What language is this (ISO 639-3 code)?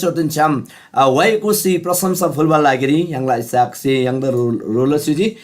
taj